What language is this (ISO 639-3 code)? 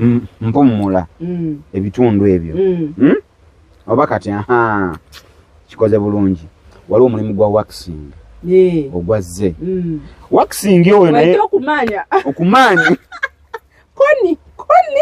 lug